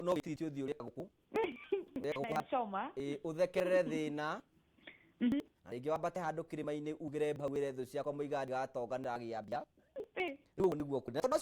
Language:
Kikuyu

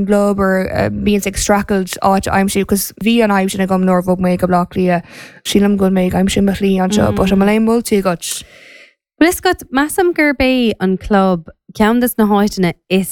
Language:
Irish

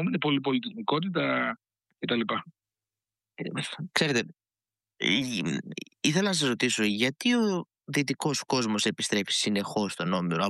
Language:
Greek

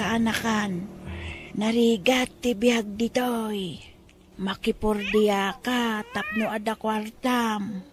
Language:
Iloko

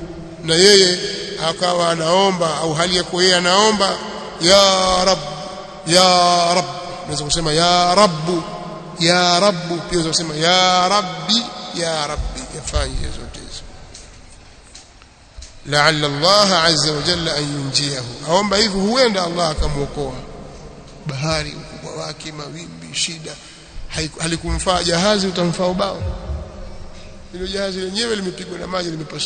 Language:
Swahili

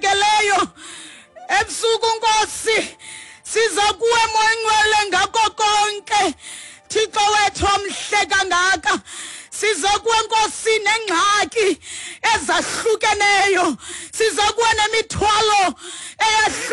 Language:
Xhosa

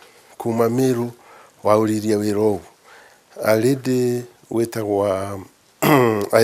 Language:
Meru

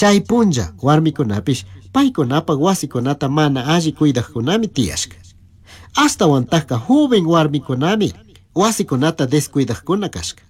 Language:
Chimborazo Highland Quichua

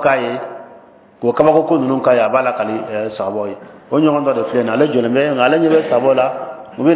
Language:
Bambara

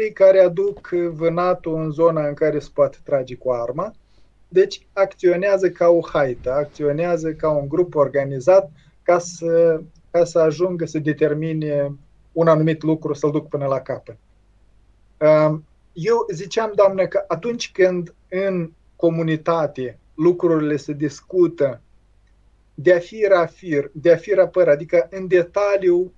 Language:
Romanian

